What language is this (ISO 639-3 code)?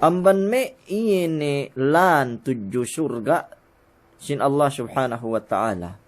yka